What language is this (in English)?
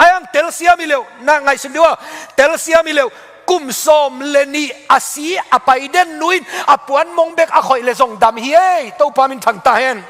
Tedim Chin